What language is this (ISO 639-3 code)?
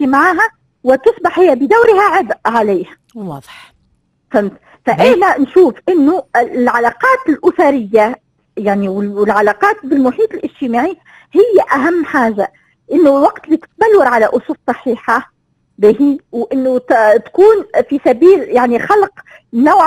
aeb